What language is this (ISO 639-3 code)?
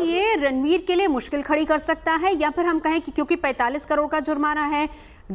hin